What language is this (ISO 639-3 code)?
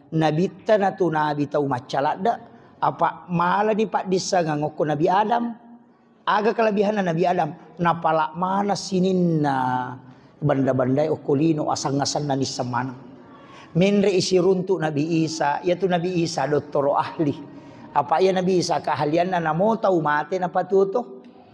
bug